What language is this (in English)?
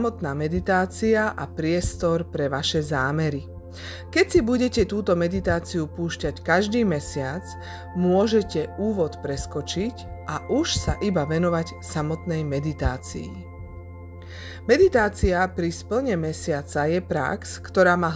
Slovak